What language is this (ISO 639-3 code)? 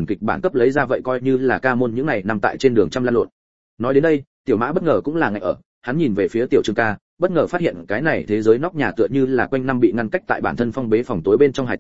vie